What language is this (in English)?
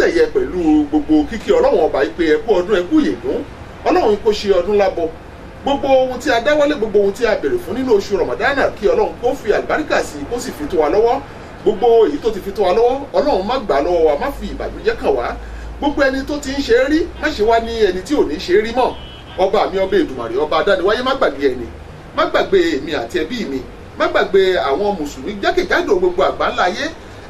Yoruba